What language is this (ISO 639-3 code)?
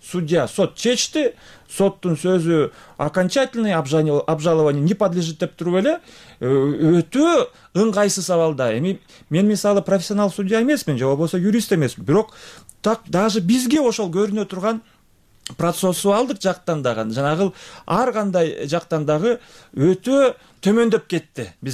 kir